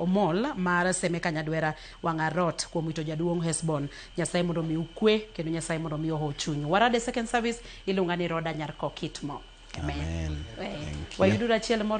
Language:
Luo (Kenya and Tanzania)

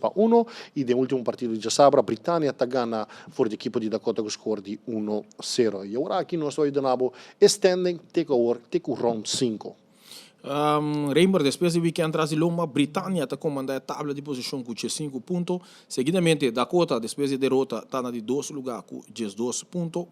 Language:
Papiamento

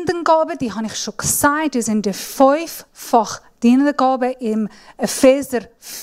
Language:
Swiss German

